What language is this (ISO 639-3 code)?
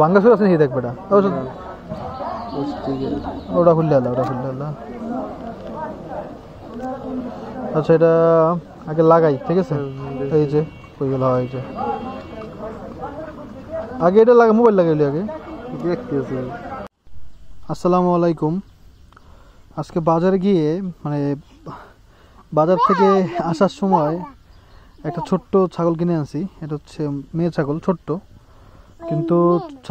ben